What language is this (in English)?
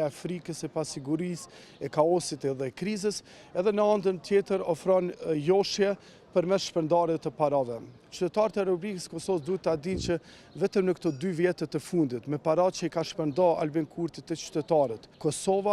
Albanian